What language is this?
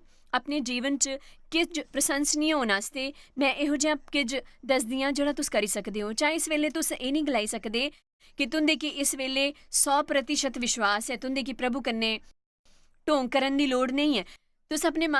Dogri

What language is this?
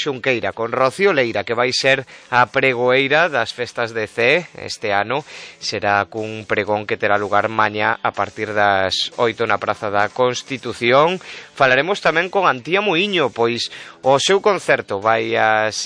Galician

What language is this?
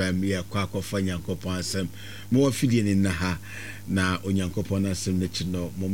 Akan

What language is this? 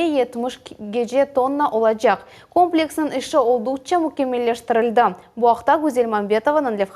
Crimean Tatar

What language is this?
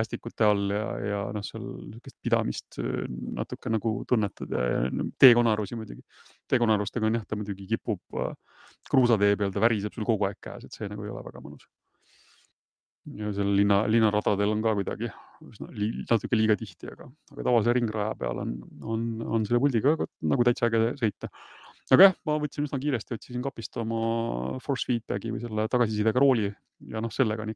Estonian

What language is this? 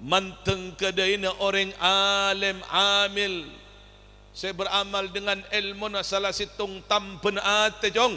Madurese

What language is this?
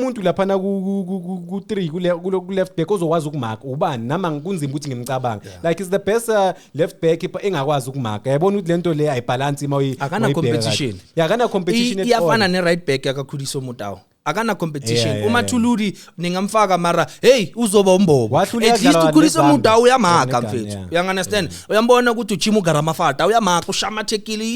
Zulu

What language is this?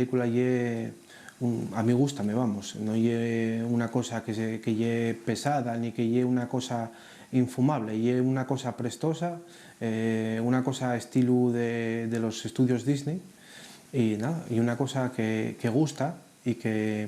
Asturian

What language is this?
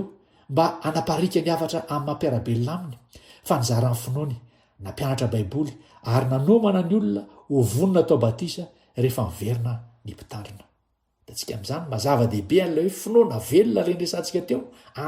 Malagasy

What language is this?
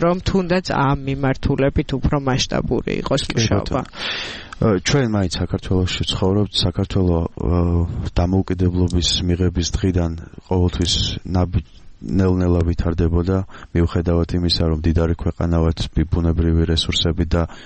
Georgian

